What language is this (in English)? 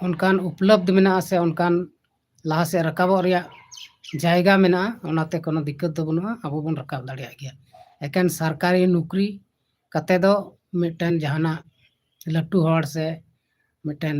Santali